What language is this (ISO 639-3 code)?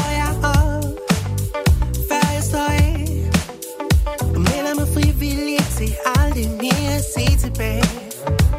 dan